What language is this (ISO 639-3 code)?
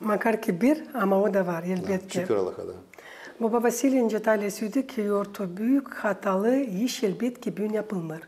gag